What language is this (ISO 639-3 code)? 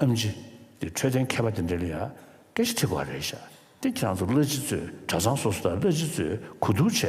bod